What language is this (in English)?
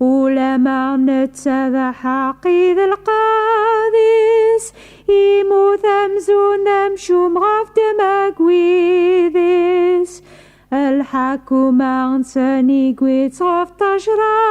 Kabyle